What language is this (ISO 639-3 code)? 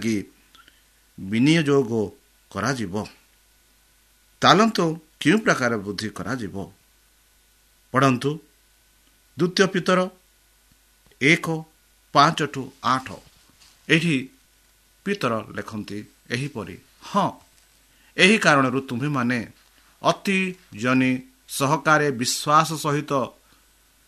ori